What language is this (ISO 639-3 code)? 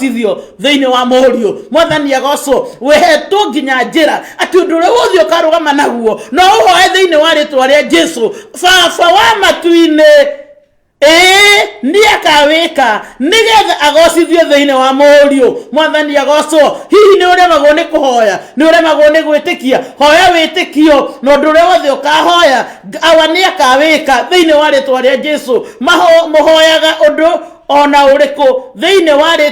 kik